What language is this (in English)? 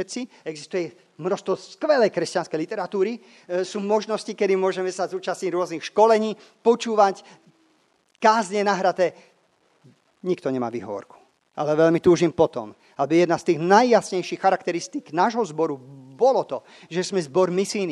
Slovak